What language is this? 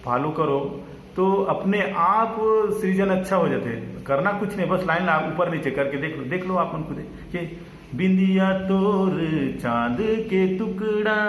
Chhattisgarhi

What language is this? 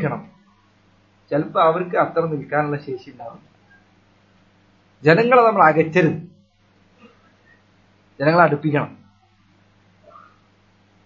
Malayalam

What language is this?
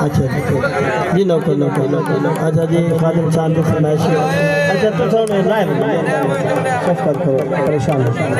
Saraiki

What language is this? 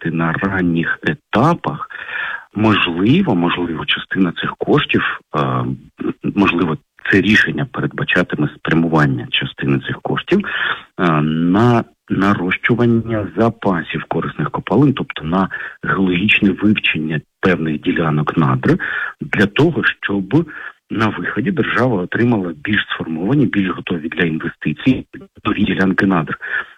Ukrainian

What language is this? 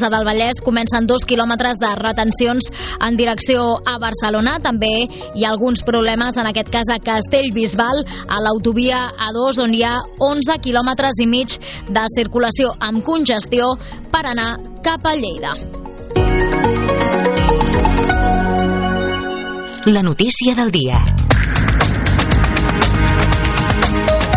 Catalan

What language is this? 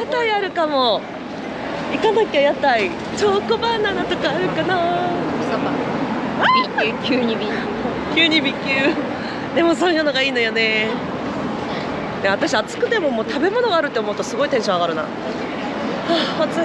Japanese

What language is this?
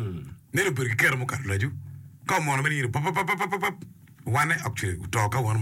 Acoli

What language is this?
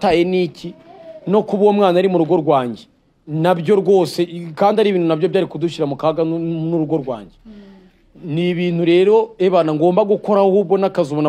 Kinyarwanda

